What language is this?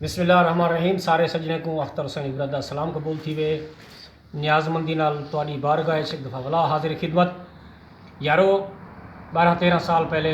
Saraiki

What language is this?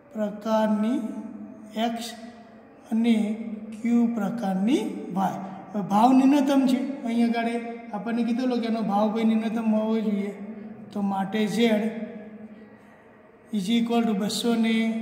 Gujarati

